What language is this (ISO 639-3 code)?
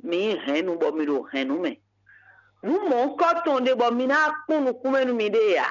fon